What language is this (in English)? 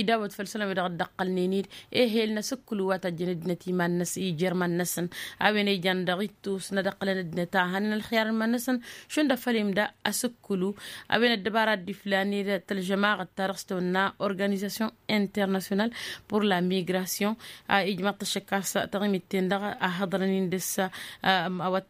Tamasheq